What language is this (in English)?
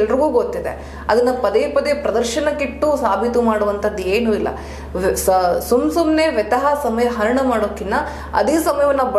Kannada